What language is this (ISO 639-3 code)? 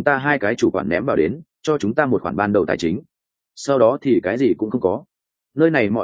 vie